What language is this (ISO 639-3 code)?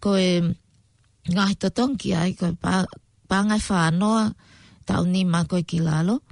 ton